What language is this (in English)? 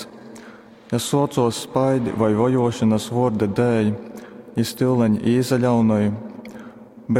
Latgalian